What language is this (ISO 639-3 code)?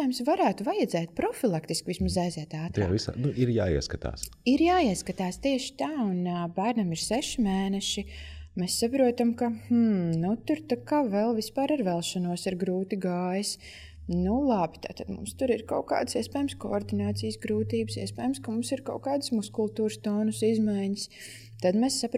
lav